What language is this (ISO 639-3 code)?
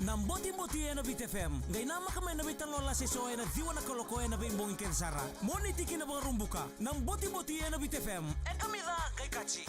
fij